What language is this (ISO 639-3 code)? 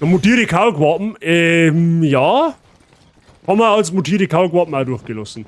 bar